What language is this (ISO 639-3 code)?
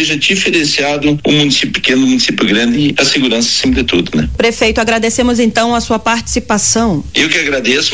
por